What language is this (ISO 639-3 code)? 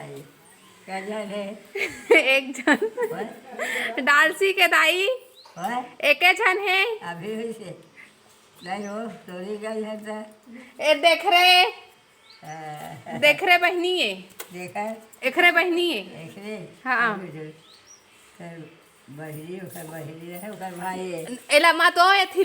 hne